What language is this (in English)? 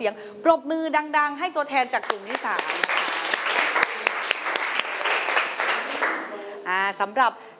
Thai